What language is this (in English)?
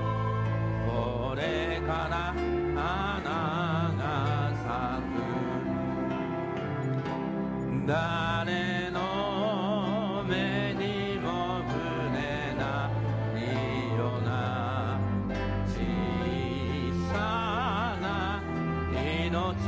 Japanese